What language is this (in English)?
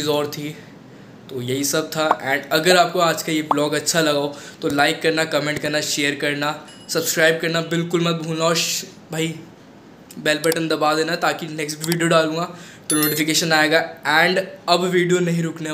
Hindi